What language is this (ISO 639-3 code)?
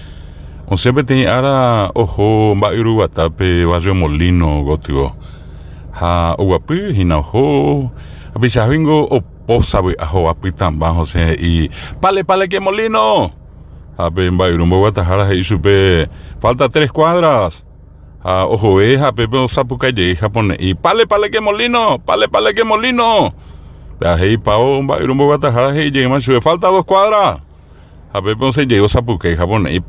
grn